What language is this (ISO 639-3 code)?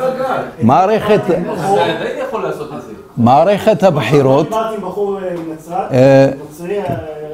heb